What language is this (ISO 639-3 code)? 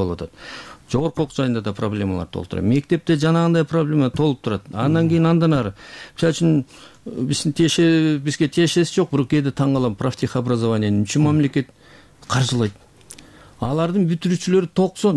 kir